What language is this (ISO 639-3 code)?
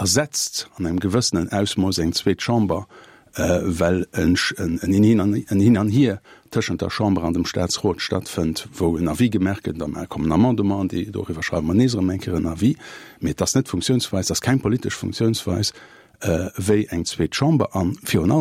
ltz